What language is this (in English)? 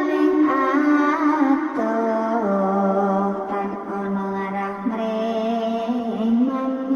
Javanese